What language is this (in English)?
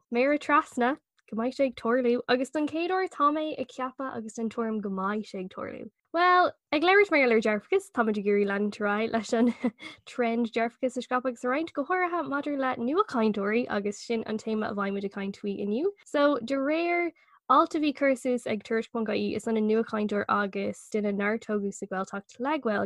Irish